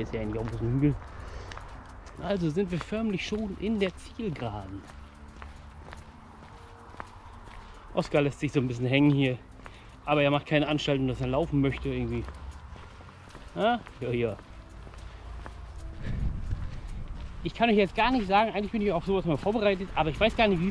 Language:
German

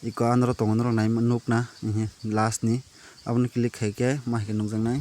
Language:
Kok Borok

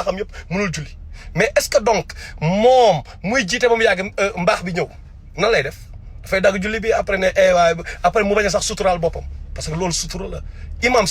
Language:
Wolof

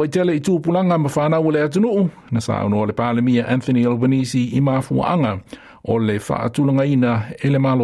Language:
Samoan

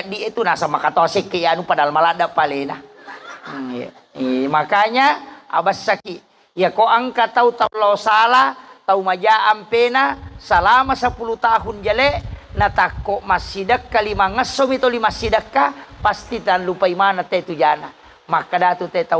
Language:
Buginese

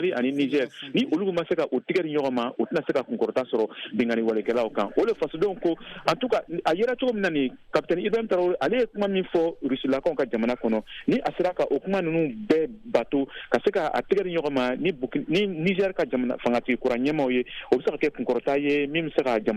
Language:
Bambara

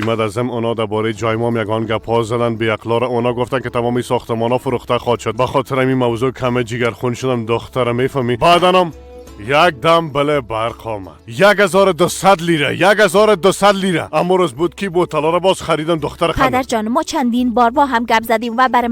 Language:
Persian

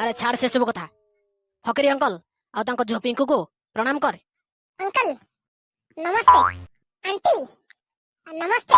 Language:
Odia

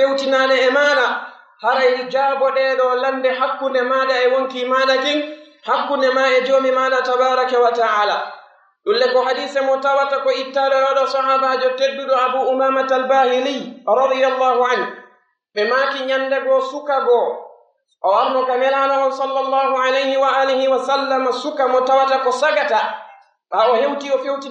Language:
Pular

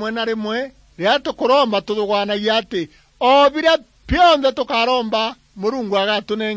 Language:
Meru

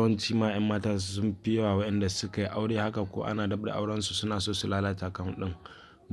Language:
Hausa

